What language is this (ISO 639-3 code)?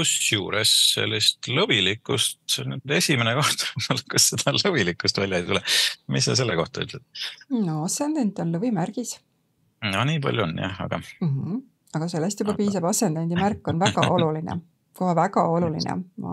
est